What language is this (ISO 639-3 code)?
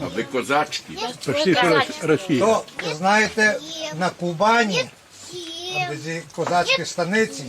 rue